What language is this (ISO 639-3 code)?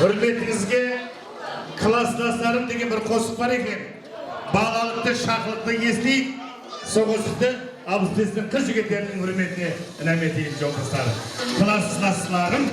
kaa